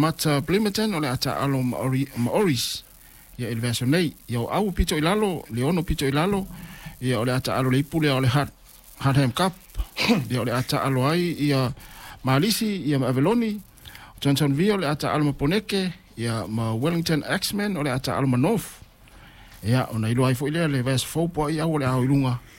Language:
Samoan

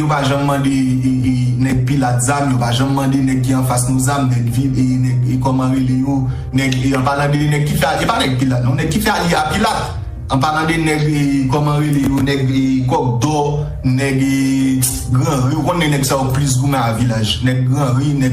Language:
Haitian Creole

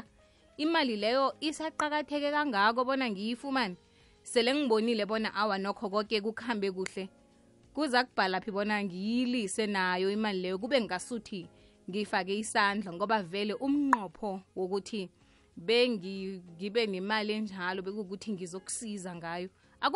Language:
South Ndebele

